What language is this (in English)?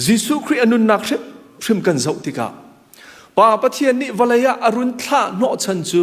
Hakha Chin